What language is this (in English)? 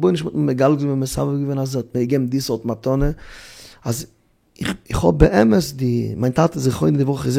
Yiddish